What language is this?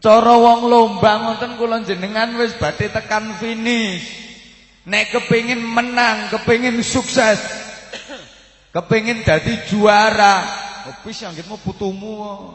Javanese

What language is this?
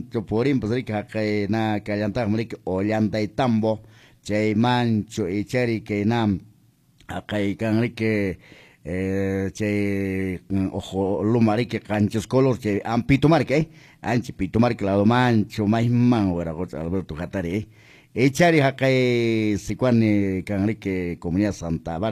Quechua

